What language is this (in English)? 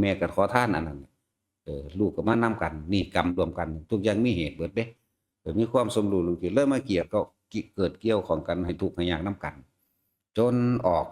Northeastern Thai